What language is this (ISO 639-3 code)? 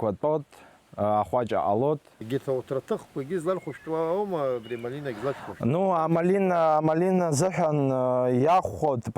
abk